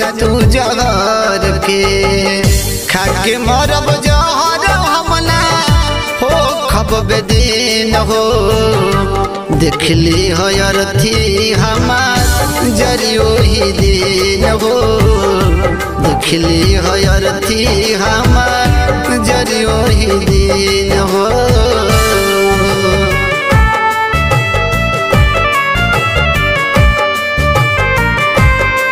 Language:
Bhojpuri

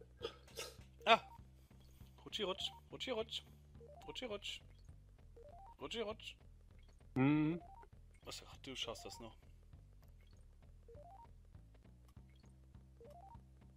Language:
German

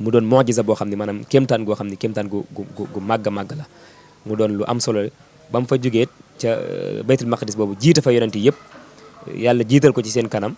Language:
Wolof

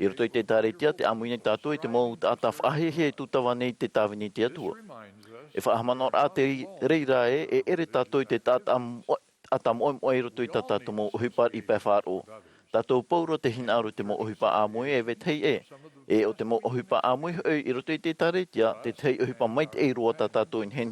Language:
Tahitian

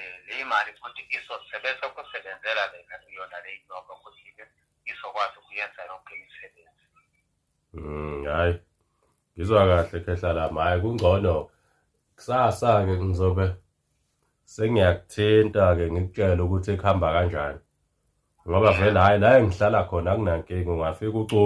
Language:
Zulu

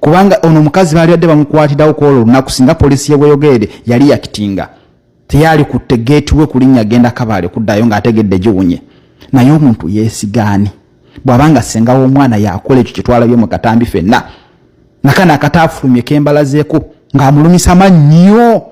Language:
Ganda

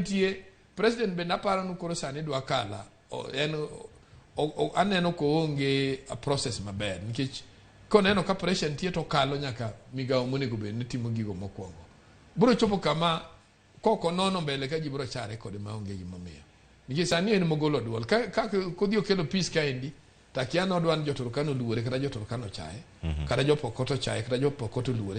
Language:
Luo (Kenya and Tanzania)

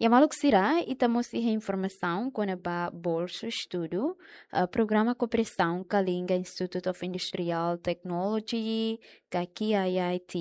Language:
Tetum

